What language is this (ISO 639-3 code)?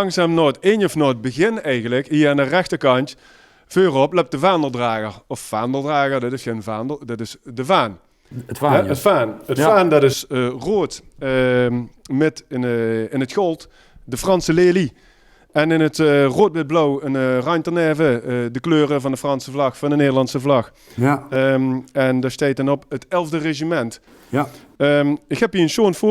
lim